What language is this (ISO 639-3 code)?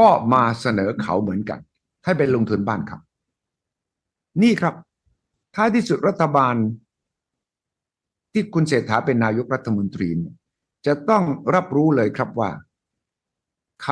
tha